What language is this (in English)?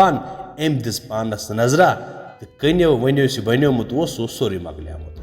Kashmiri